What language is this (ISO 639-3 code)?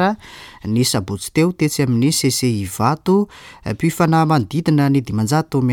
mlg